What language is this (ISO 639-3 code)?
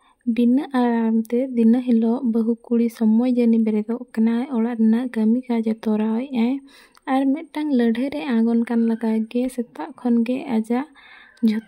sat